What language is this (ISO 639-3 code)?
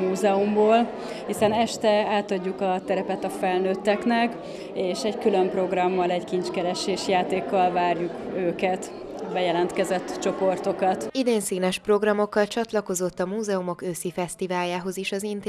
hun